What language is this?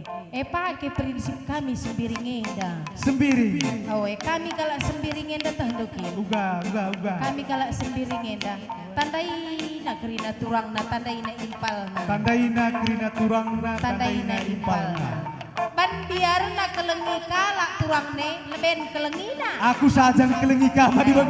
Batak Karo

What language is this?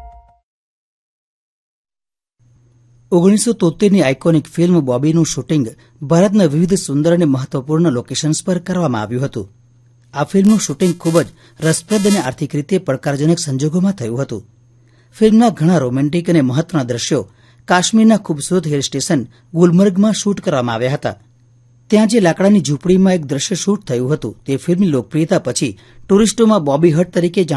Gujarati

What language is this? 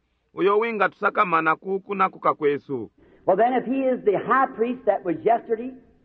Bemba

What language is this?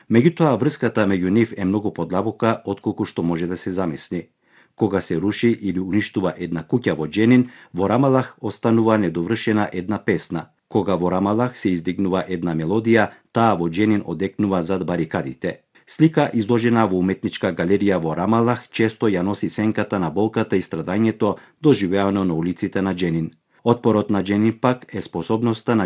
Macedonian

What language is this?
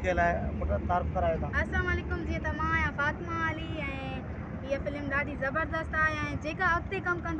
Sindhi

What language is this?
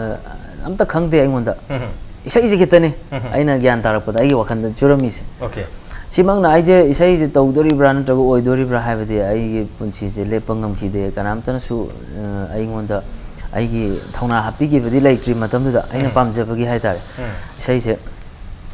Manipuri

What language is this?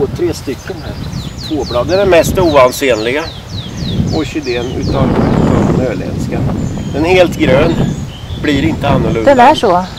Swedish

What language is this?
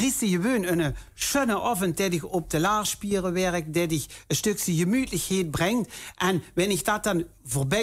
Limburgish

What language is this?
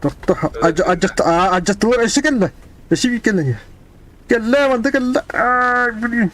Yakut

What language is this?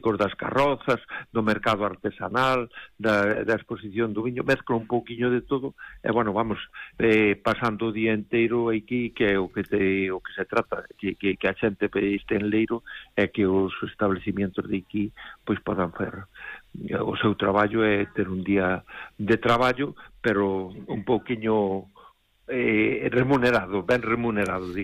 Galician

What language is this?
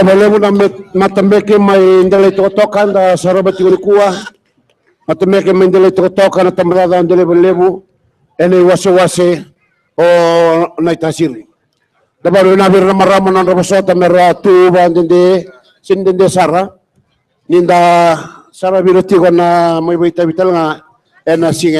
Fijian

